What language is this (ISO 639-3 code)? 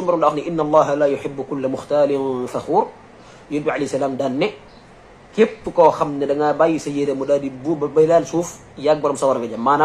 wol